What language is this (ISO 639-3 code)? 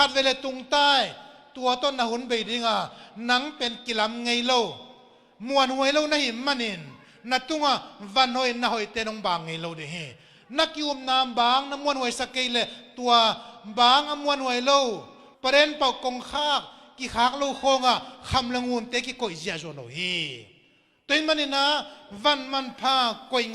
ctd